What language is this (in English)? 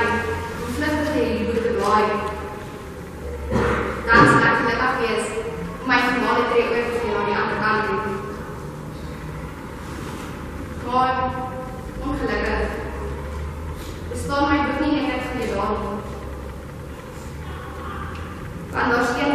Afrikaans